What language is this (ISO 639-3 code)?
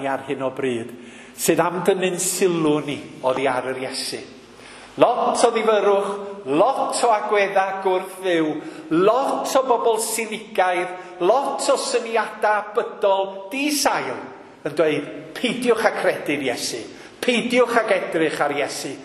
cym